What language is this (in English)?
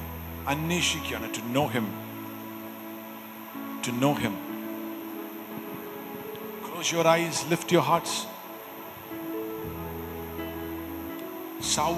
Malayalam